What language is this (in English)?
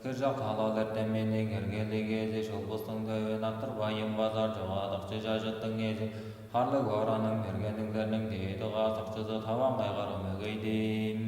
Tuvinian